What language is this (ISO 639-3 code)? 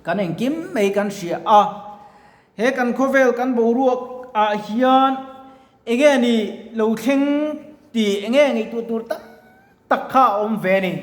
lus